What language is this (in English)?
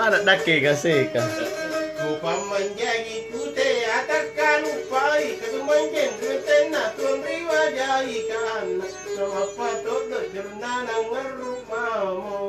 Makasar